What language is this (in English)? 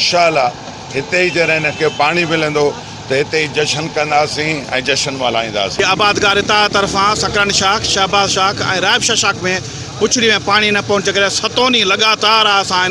Sindhi